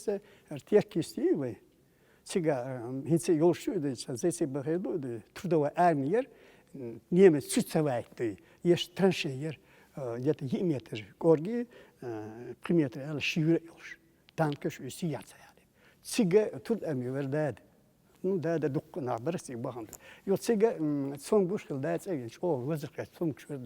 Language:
Chechen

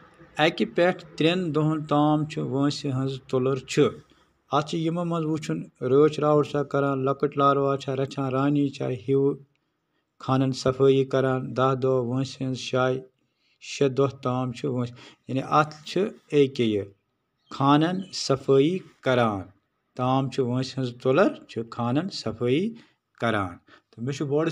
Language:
Kashmiri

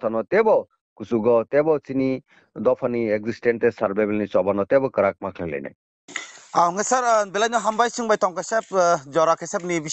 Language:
Kok Borok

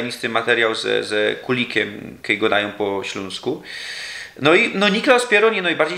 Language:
Silesian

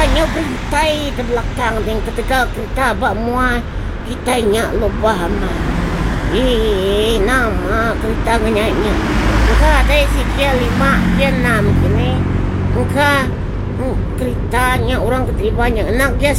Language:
Iban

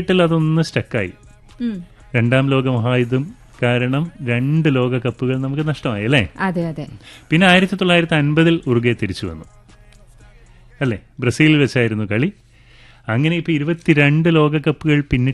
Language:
Malayalam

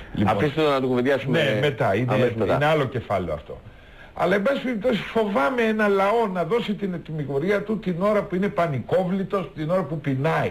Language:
Greek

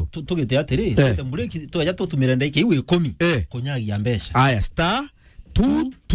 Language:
Meru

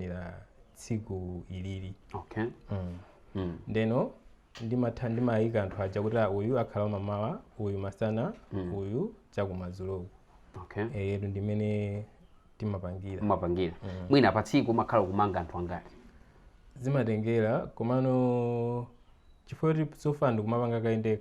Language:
Nyanja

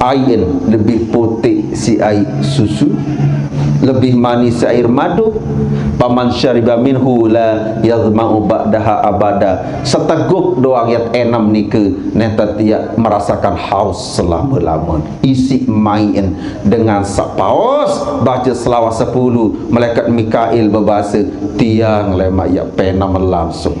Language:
Sasak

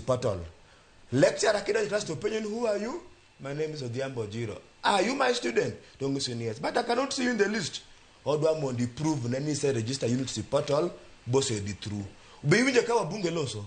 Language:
Luo (Kenya and Tanzania)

